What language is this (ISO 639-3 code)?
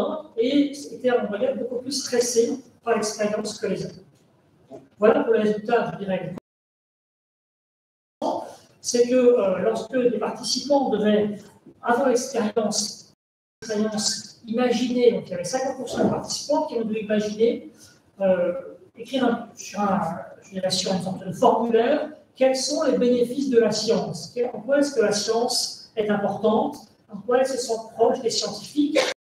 fra